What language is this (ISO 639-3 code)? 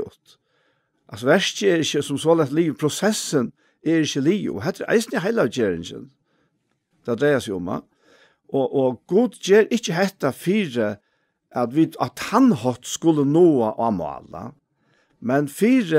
fao